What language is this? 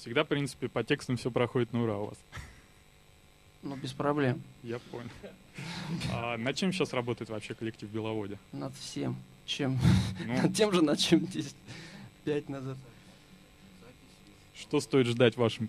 Russian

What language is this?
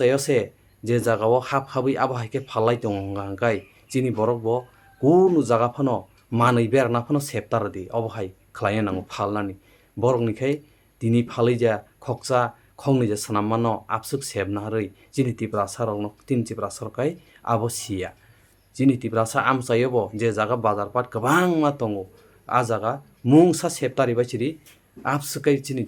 Kok Borok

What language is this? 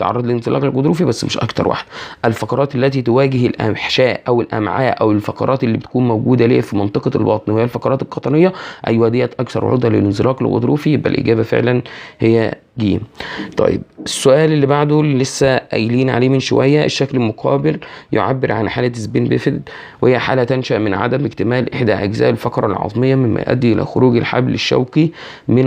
Egyptian Arabic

